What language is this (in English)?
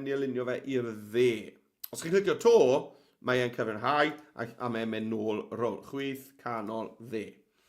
Welsh